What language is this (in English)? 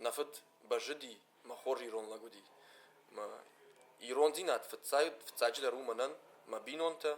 Ossetic